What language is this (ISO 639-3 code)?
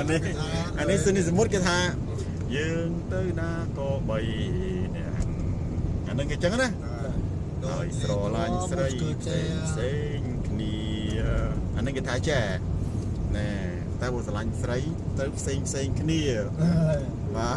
khm